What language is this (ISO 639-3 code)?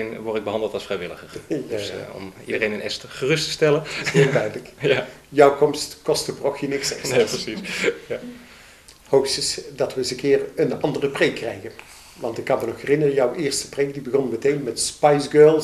nld